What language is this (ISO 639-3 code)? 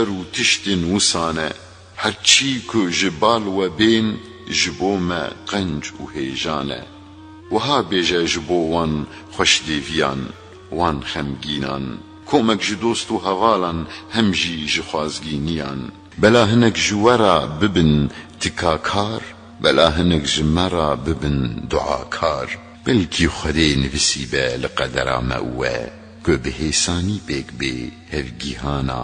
kur